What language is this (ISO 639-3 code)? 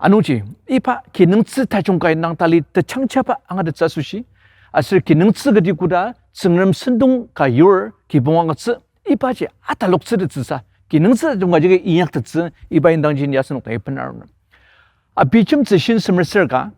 njo